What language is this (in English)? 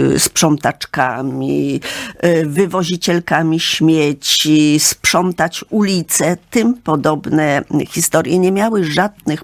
Polish